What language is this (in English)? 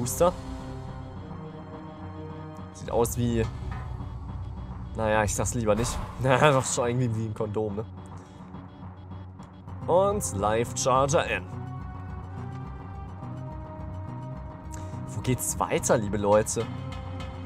German